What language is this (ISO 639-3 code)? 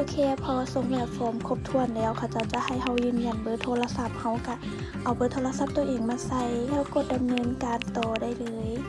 lao